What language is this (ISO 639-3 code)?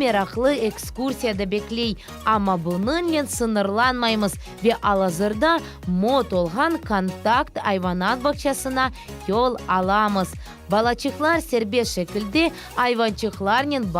crh